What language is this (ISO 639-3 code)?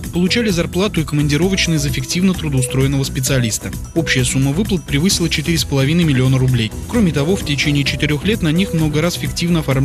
rus